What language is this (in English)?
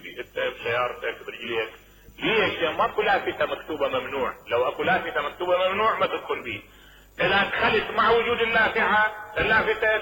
Mesopotamian Arabic